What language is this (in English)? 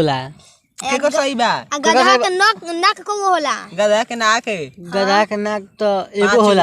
Bhojpuri